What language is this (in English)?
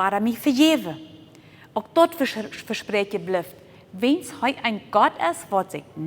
Plautdietsch